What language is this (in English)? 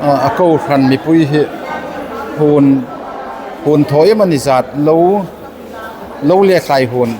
Hmar